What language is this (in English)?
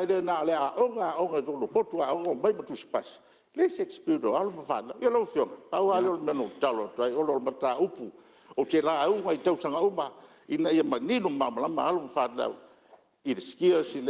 Samoan